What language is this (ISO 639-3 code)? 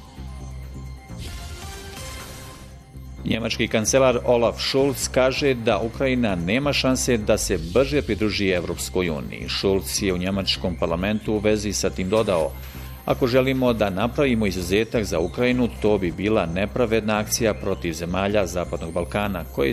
bos